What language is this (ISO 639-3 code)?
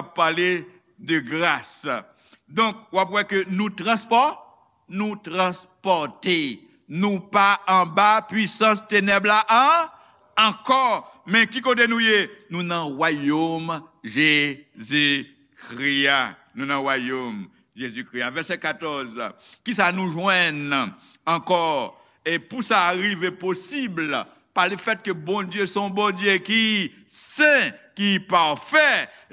hat